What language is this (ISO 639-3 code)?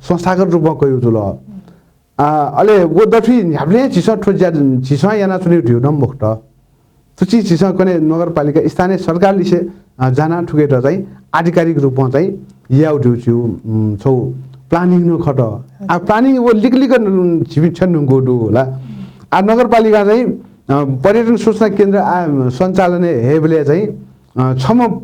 new